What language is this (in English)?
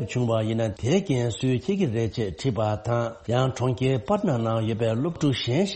Tibetan